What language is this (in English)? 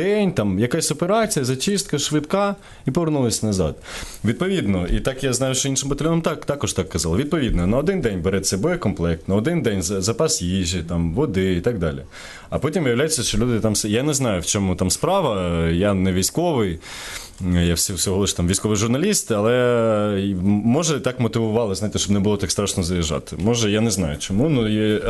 Ukrainian